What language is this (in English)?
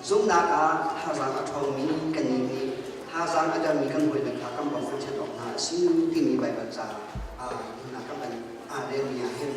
Hakha Chin